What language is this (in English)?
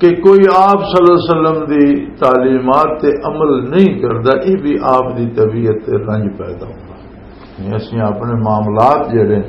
Western Panjabi